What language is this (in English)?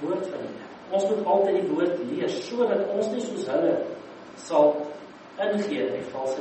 Afrikaans